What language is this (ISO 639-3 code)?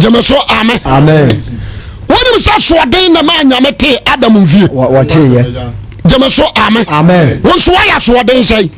aka